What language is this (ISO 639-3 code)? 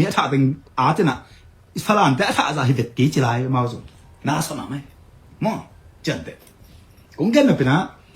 ctd